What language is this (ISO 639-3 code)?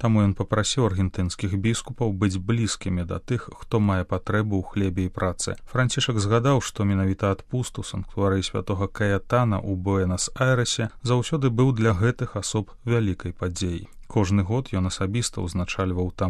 bel